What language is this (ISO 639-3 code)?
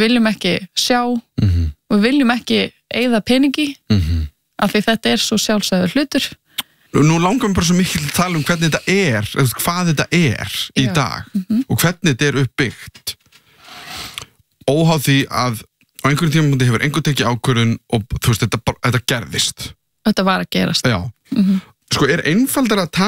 isl